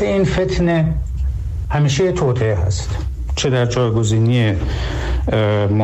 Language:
Persian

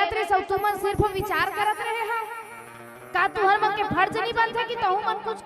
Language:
Chhattisgarhi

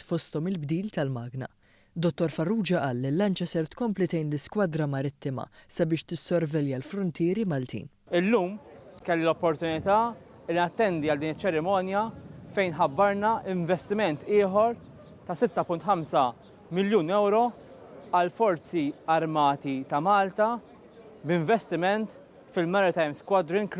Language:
Maltese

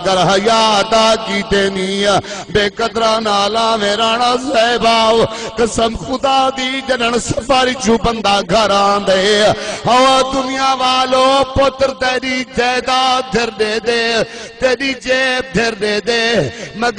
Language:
Saraiki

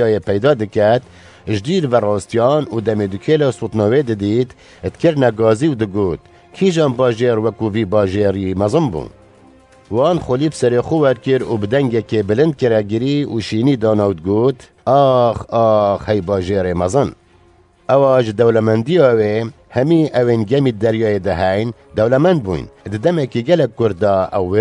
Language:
Kurdish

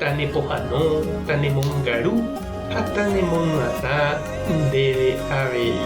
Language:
Guarani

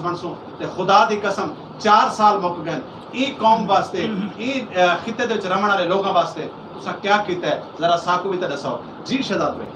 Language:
Saraiki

